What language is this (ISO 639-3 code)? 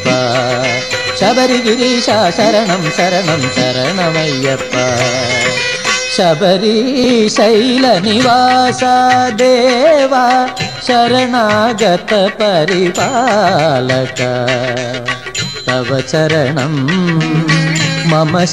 tel